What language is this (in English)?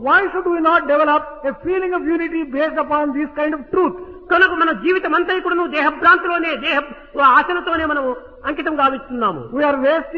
Telugu